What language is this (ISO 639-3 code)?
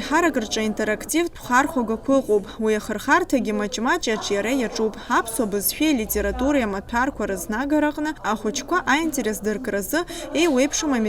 abk